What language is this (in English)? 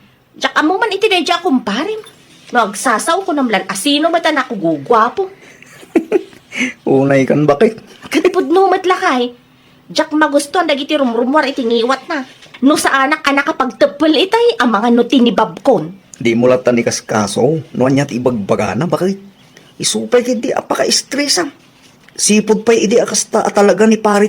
Iloko